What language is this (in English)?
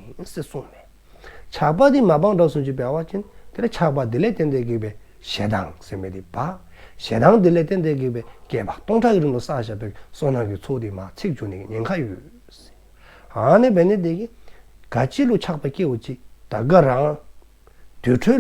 Dzongkha